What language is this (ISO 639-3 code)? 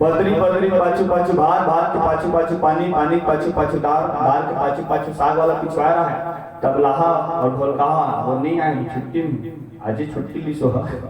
hne